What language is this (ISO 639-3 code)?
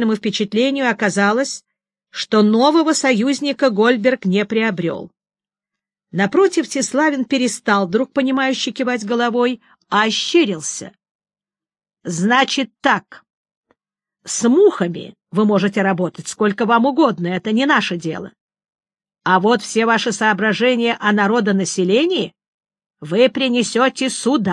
rus